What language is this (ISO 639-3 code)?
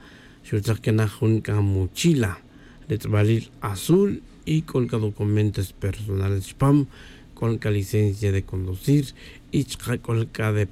tzj